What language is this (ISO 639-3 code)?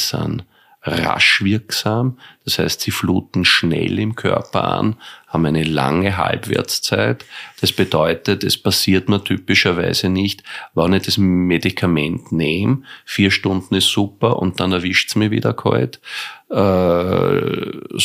deu